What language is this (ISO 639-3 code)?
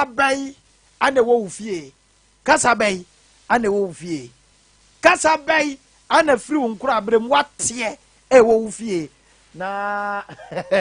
aka